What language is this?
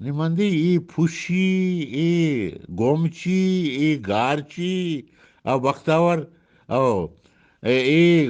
Eastern Balochi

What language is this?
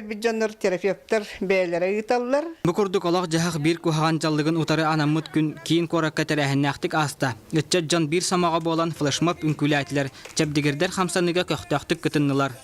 Yakut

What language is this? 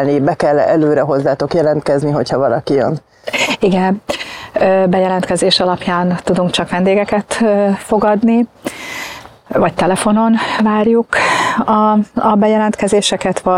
Hungarian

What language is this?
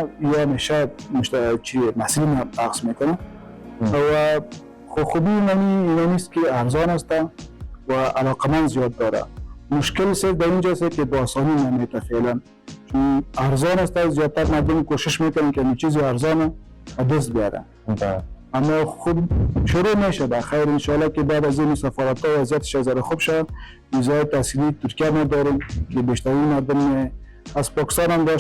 Persian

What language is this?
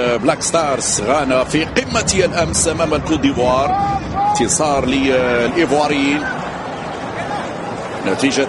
Arabic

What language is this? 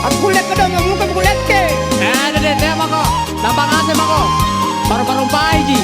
Makasar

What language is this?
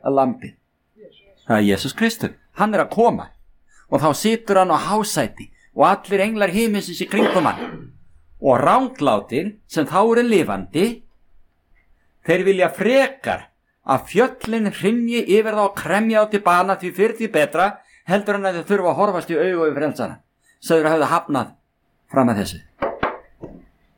Icelandic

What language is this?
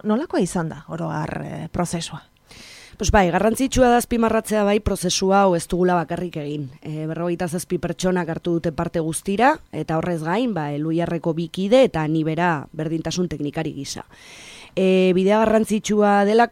Basque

